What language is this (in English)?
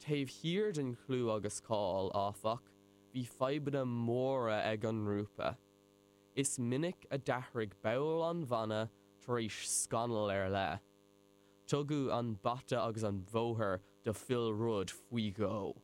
Irish